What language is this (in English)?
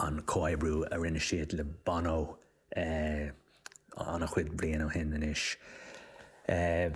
Irish